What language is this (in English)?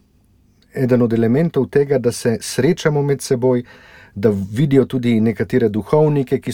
Slovenian